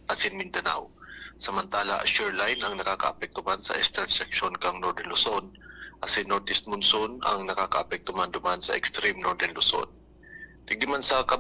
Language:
Bikol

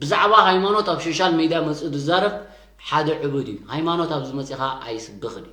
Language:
Tigrinya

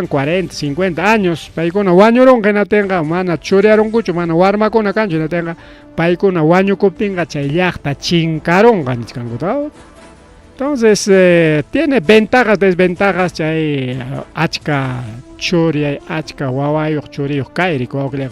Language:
Ayacucho Quechua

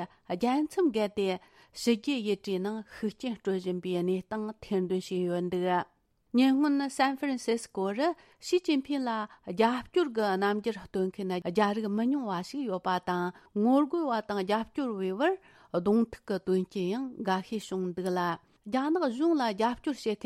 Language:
Tibetan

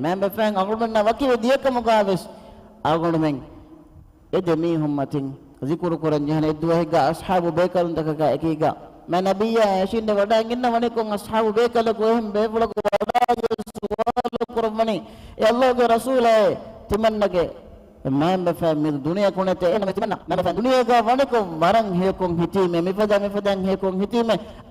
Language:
Divehi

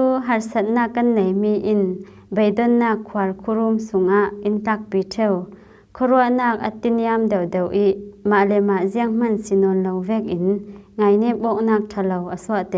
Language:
Falam Chin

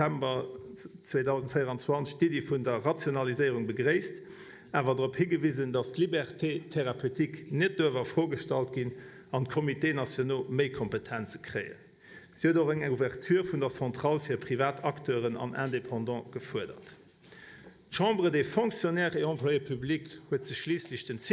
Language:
Luxembourgish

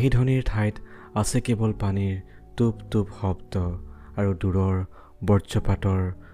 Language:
Assamese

